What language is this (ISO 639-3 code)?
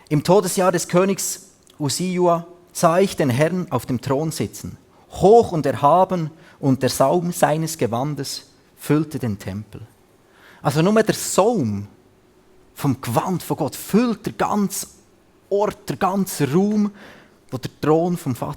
gsw